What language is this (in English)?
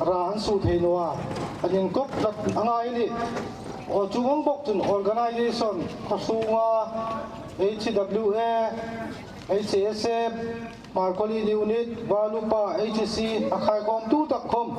Hmar